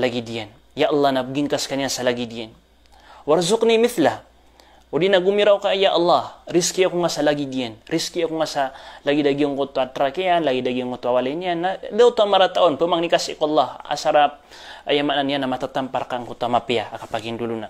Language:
Maranao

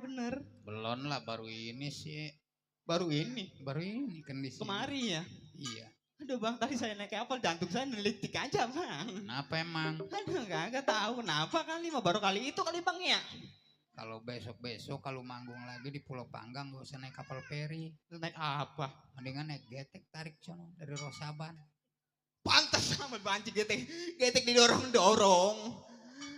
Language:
Betawi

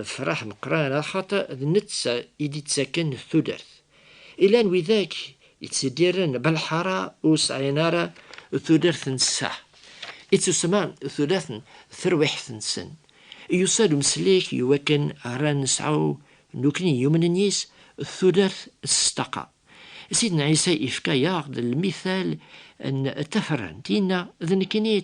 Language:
Kabyle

